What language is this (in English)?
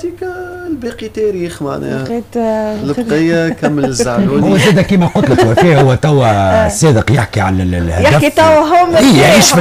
Tunisian Arabic